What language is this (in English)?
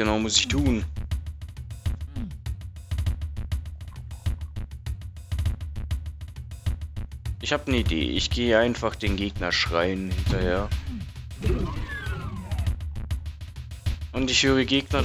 German